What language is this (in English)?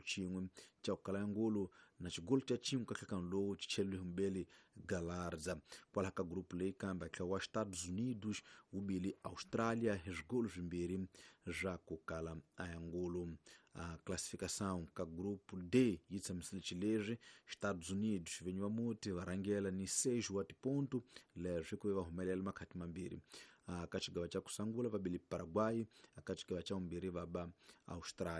Tsonga